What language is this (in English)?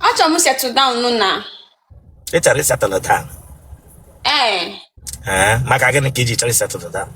Igbo